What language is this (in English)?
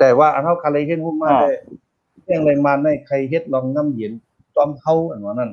Shan